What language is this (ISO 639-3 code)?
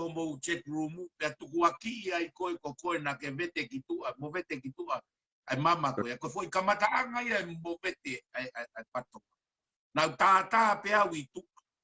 ton